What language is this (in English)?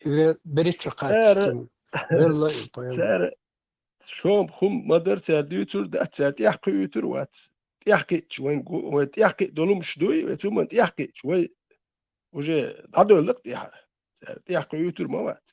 Chechen